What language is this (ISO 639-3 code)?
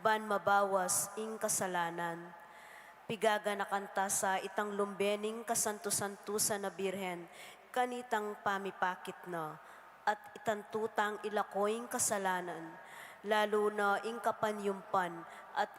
pam